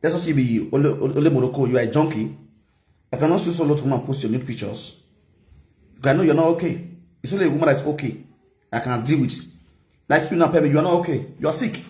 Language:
Nigerian Pidgin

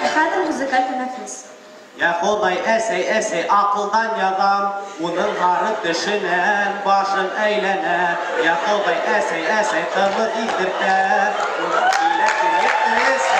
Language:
Bashkir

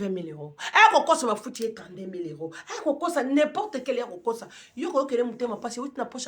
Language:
Lingala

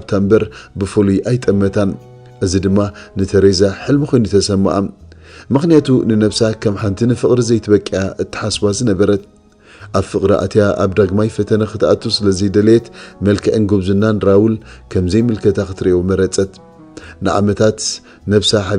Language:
Tigrinya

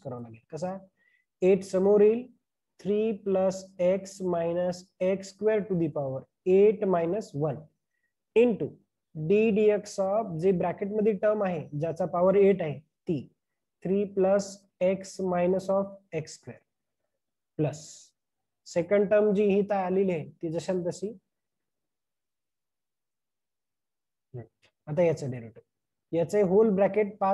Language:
Marathi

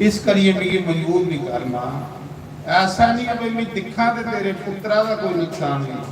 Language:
Dogri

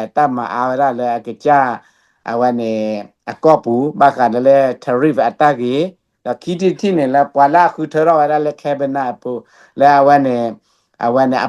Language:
S'gaw Karen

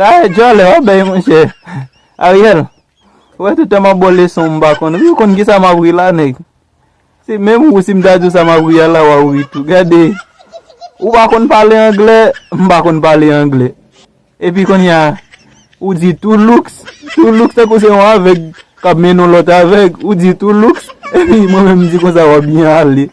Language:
Haitian Creole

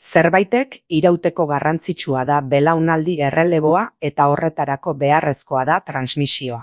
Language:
Basque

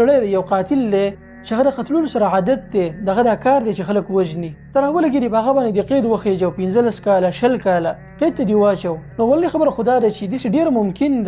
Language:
Pashto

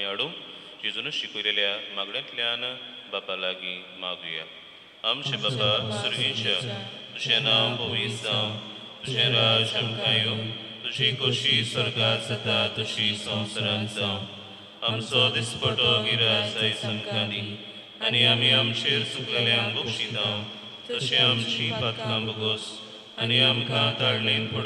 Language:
Konkani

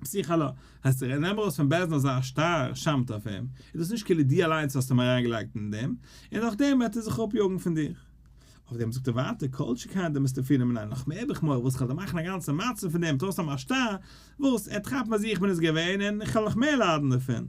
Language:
Yiddish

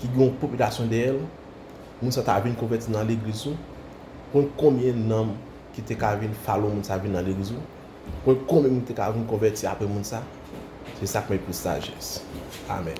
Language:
Haitian Creole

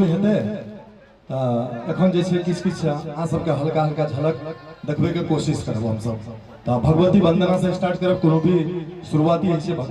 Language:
Maithili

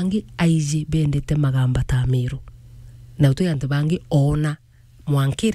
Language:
Meru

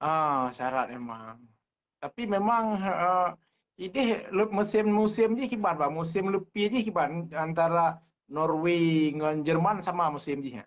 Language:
Achinese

